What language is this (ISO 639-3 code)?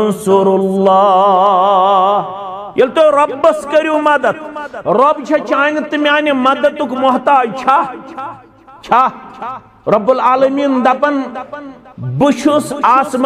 kas